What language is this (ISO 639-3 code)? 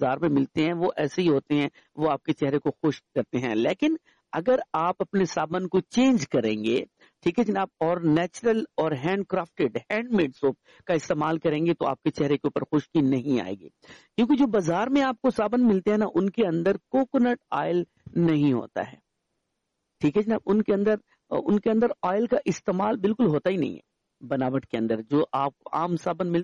urd